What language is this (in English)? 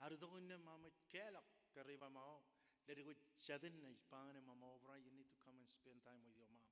Marshallese